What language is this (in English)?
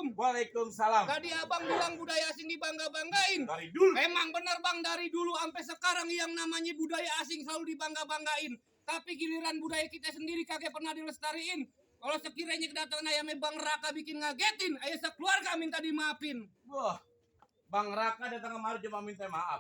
Betawi